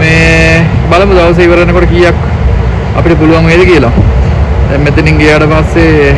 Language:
Sinhala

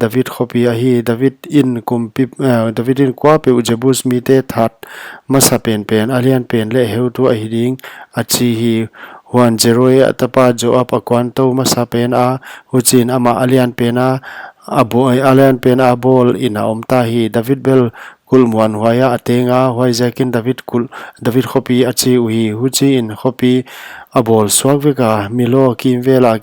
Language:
Paite Chin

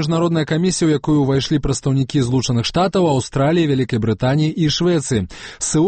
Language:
Belarusian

